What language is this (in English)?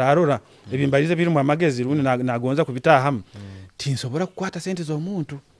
Nyoro